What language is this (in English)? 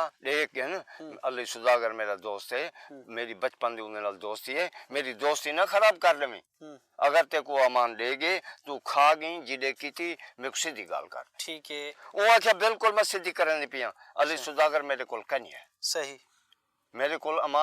Saraiki